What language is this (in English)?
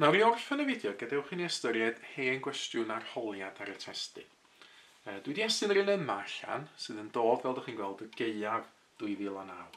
Welsh